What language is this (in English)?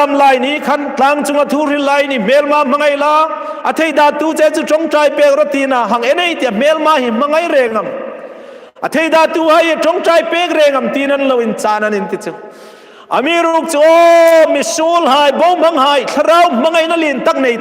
Hmar